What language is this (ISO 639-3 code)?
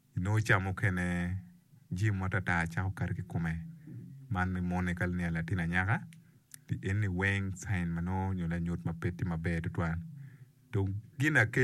ach